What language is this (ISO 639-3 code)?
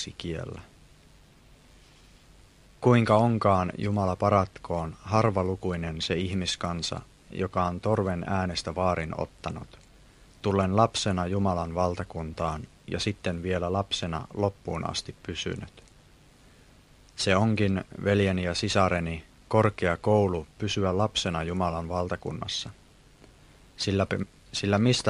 fin